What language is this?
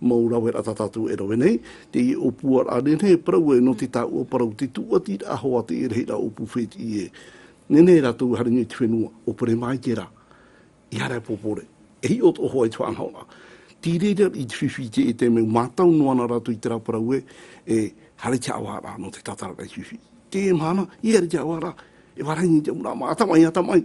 Tahitian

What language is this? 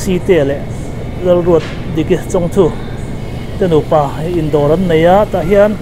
Mizo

